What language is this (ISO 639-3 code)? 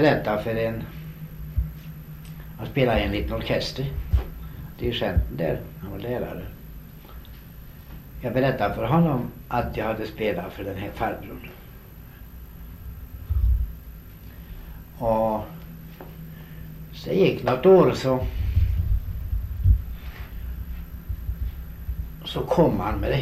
swe